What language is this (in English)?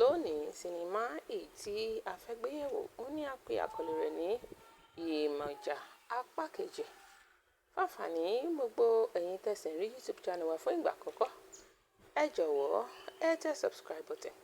Yoruba